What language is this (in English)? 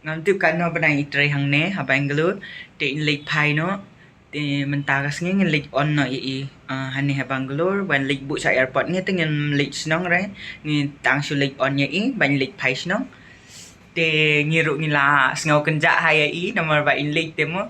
Khasi